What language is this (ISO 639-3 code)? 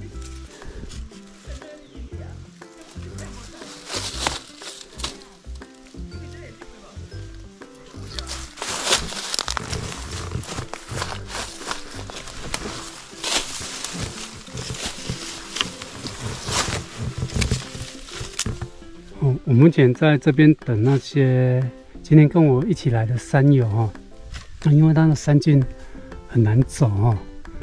zho